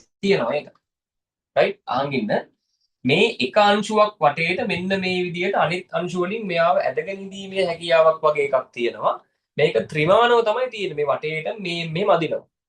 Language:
Sinhala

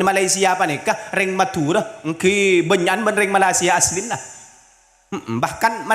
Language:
Madurese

